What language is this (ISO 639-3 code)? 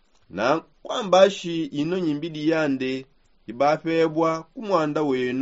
sop